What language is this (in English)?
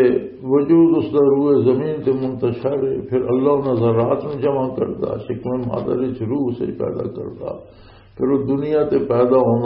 Western Panjabi